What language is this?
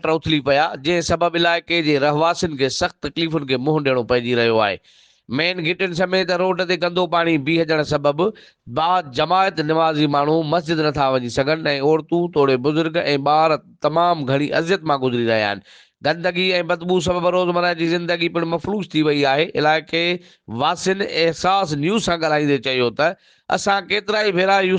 Sindhi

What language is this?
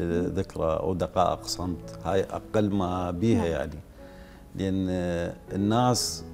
Mesopotamian Arabic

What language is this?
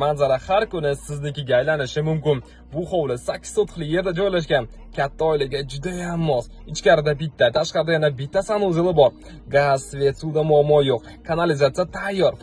Uzbek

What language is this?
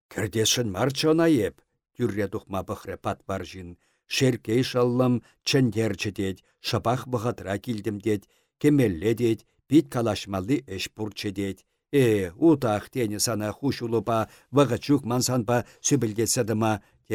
Chuvash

